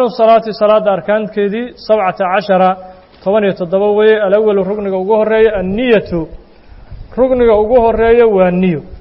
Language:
Somali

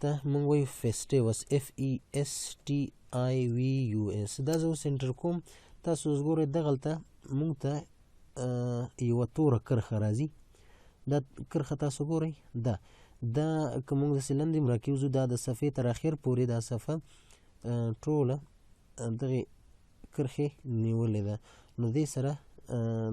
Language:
Pashto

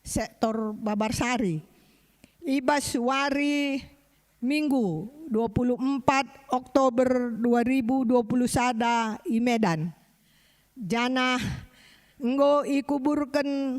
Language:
Batak Karo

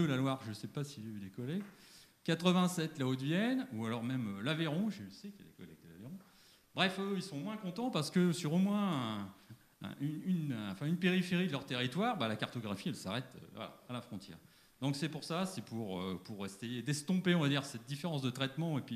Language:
French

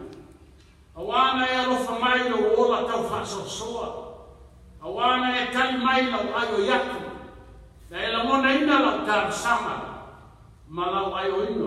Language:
Samoan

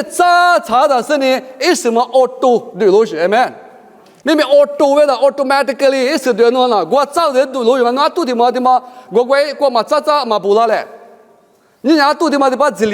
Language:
Lisu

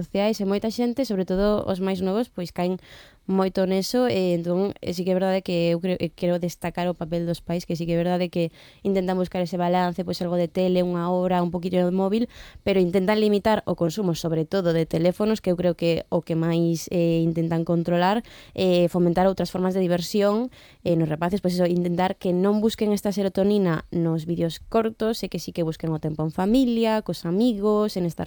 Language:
Galician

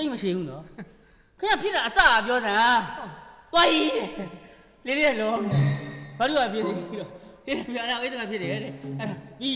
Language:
Burmese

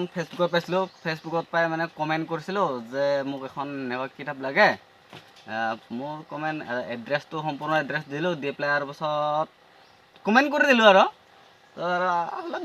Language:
Assamese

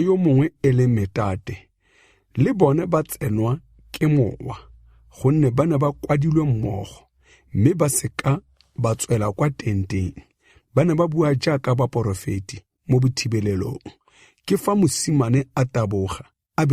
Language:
Tswana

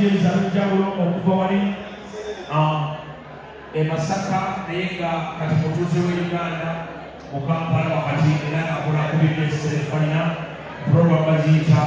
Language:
Ganda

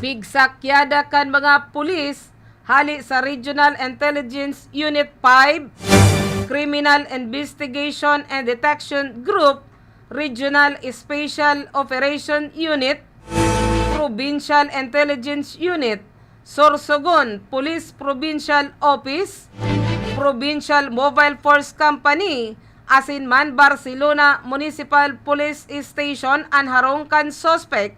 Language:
Bikol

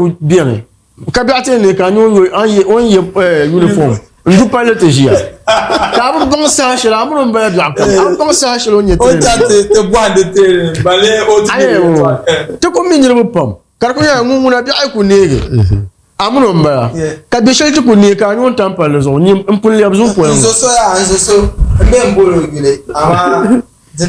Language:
Dagbani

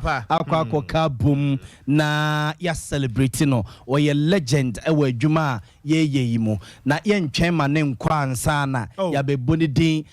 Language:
Akan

